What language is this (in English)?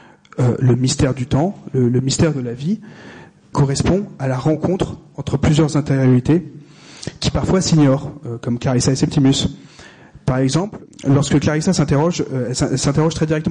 French